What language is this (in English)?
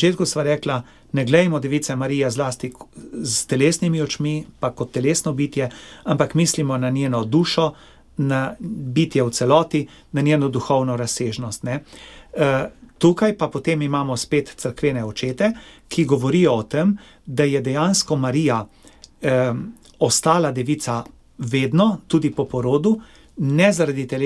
Slovenian